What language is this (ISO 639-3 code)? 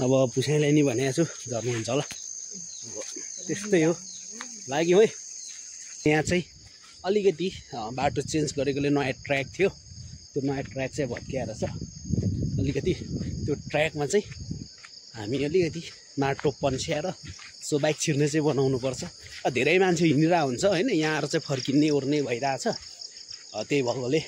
nep